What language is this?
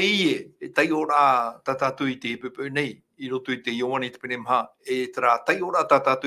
Tahitian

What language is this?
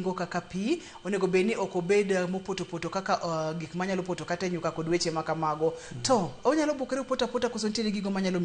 Luo (Kenya and Tanzania)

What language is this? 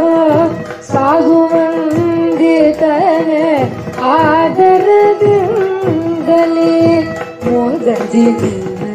Kannada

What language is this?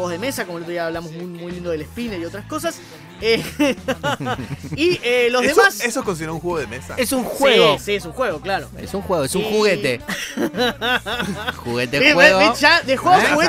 Spanish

